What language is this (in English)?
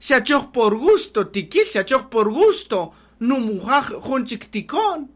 Kaqchikel